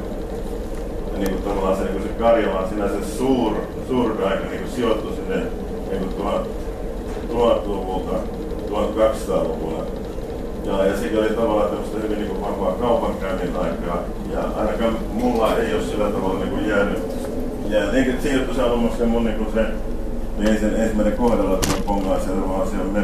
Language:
Finnish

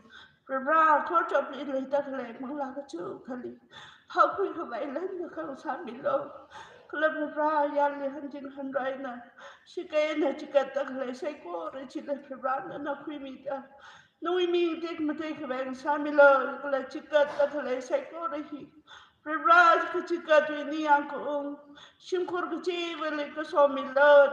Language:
Tangkhul Naga (India)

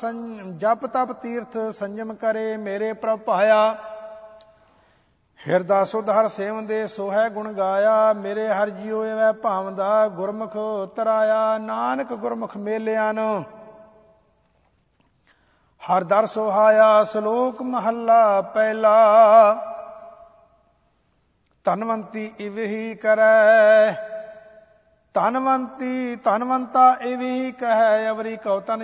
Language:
Punjabi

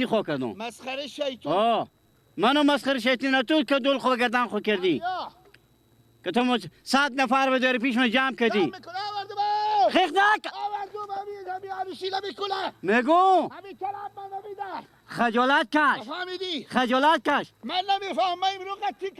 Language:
Persian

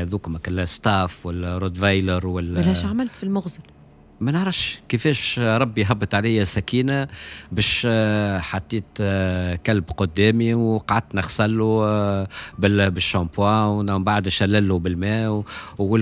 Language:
Tunisian Arabic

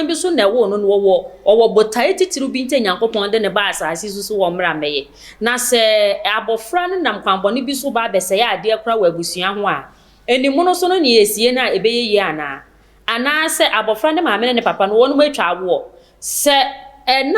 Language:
Akan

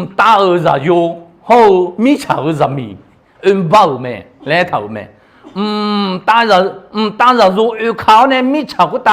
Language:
Akha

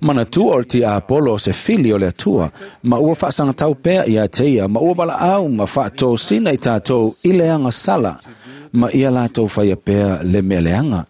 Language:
Samoan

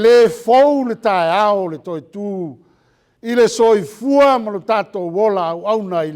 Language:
Samoan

